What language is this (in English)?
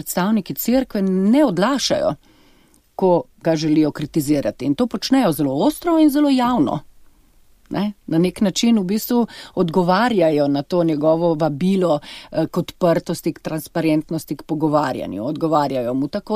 Slovenian